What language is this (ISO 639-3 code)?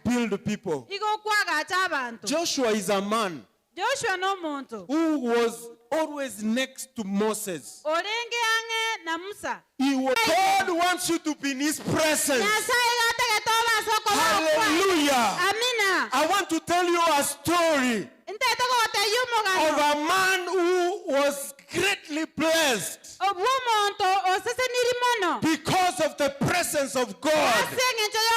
guz